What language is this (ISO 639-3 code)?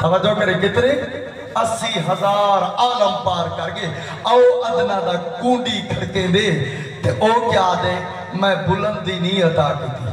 skr